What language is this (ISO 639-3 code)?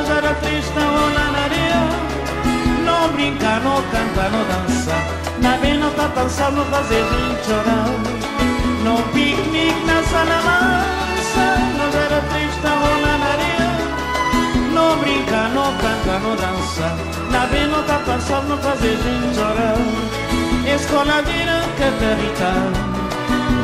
por